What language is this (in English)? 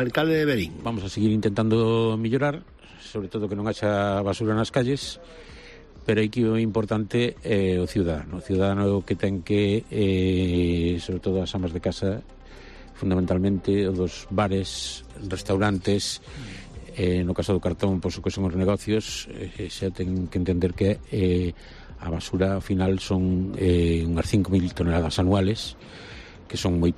Galician